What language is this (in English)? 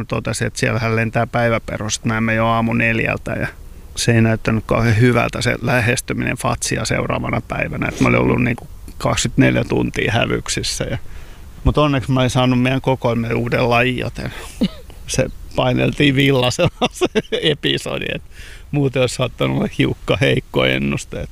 Finnish